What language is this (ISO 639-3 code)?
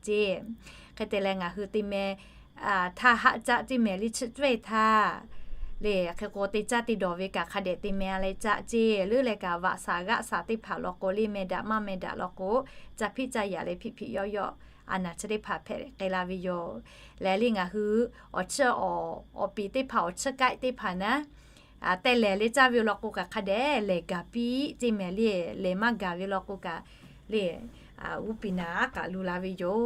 lhu